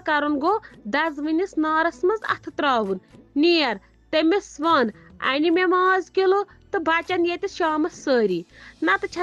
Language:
Kashmiri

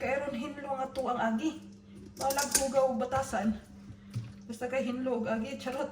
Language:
Cebuano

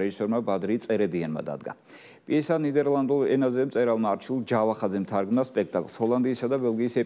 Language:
Georgian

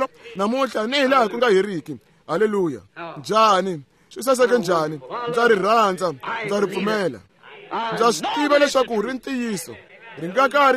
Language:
Tsonga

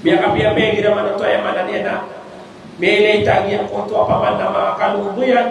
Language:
Maranao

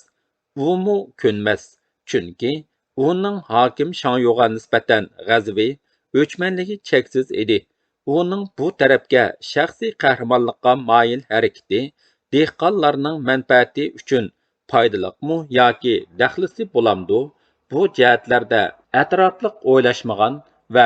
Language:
Uyghur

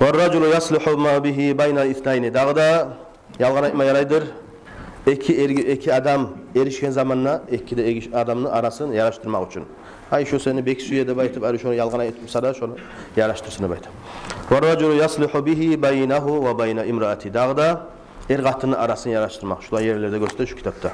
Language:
Kumyk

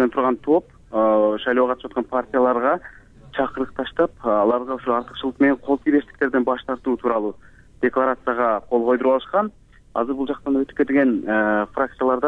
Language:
Kyrgyz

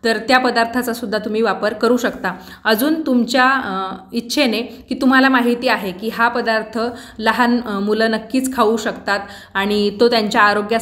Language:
Marathi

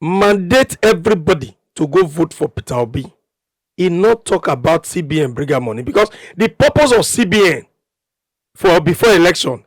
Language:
Nigerian Pidgin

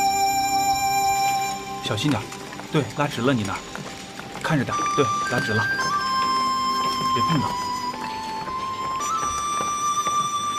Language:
Chinese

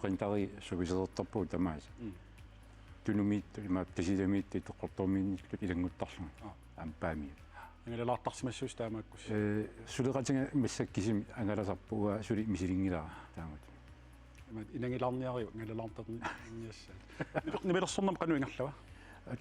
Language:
Kalaallisut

